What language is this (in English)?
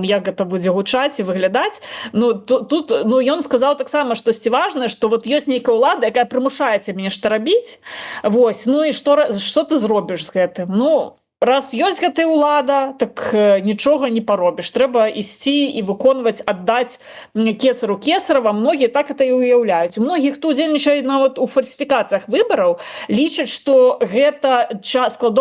Belarusian